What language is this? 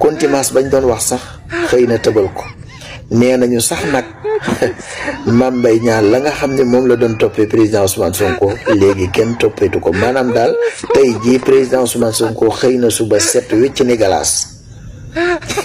Wolof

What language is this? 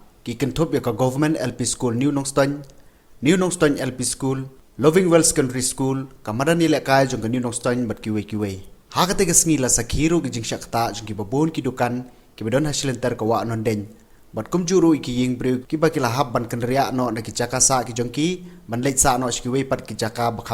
Khasi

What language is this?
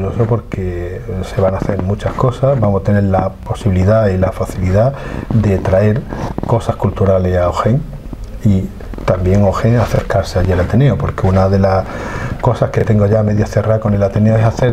Spanish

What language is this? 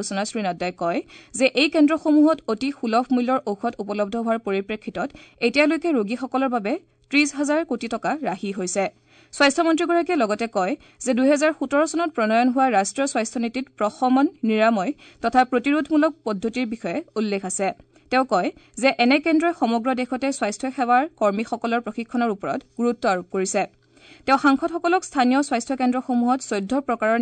Assamese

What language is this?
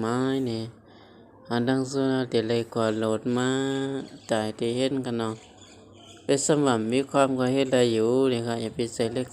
Shan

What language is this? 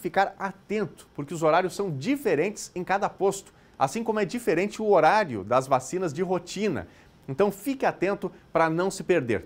Portuguese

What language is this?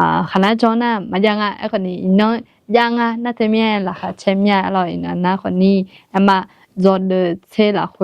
Akha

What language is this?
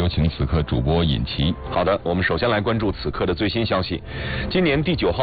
Chinese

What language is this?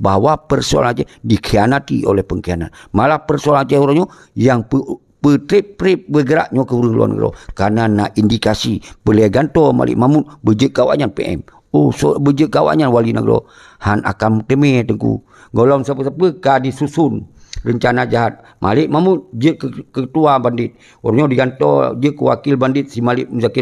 Achinese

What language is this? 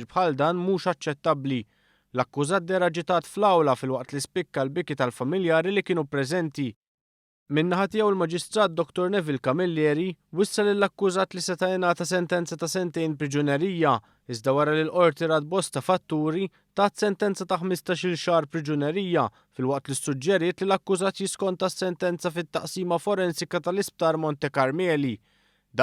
Maltese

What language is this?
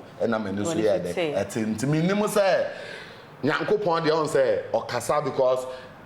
Akan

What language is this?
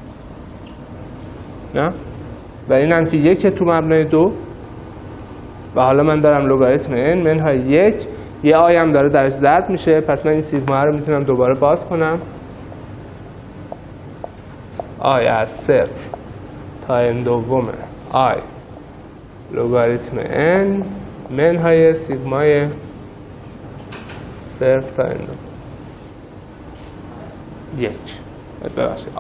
Persian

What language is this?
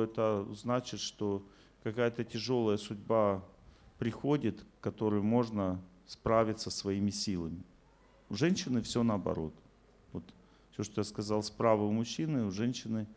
Russian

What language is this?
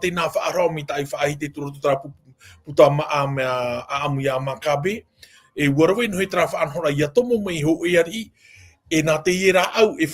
Tahitian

